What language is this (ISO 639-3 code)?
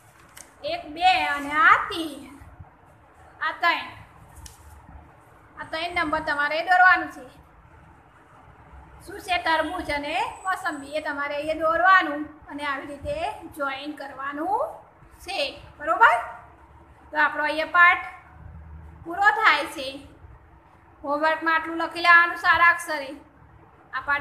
guj